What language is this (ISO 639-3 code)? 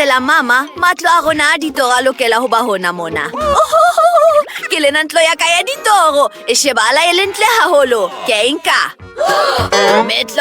sot